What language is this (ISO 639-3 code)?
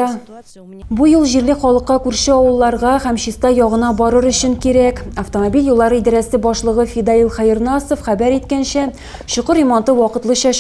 tat